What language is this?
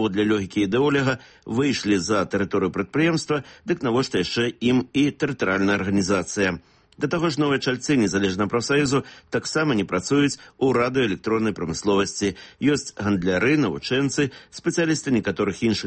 Belarusian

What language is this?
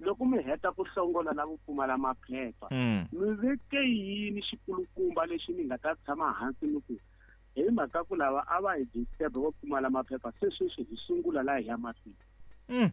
Tsonga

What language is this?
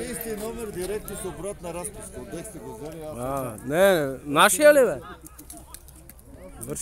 Bulgarian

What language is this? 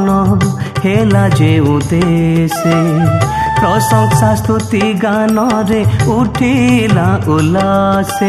Odia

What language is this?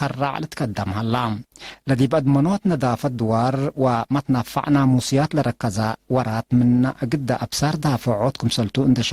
Tigre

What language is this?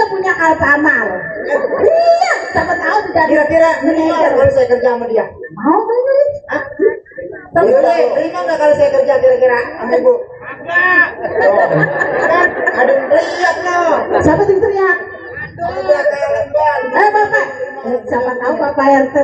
Betawi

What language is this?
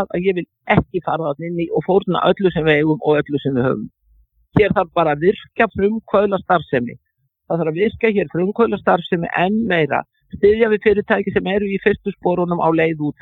Icelandic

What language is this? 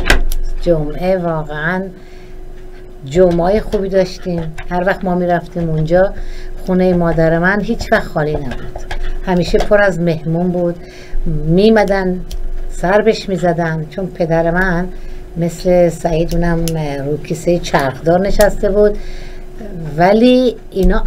Persian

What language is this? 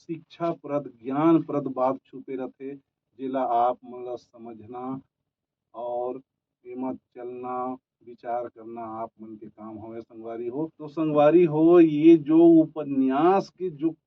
Chhattisgarhi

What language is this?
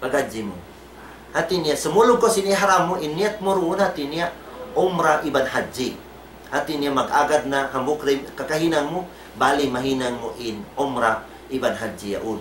Tausug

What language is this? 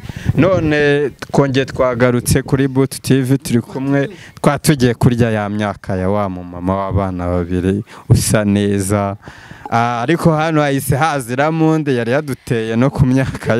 Kinyarwanda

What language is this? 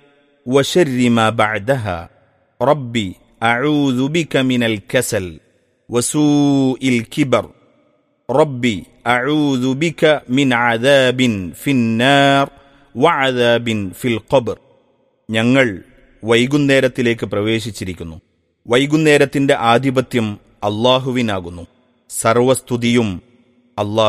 Malayalam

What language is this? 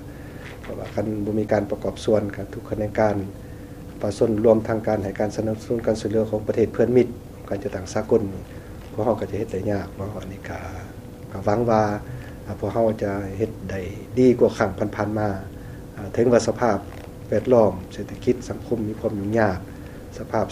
Lao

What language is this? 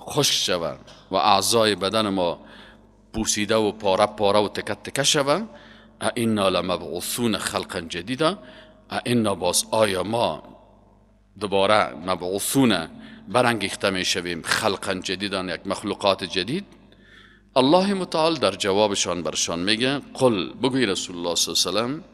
Persian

